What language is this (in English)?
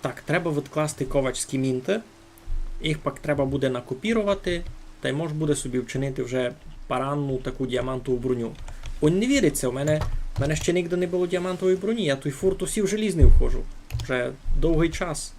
Rusyn